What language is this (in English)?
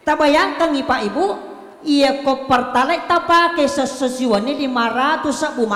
Buginese